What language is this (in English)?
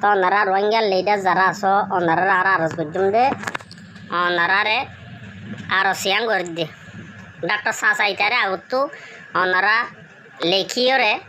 Rohingya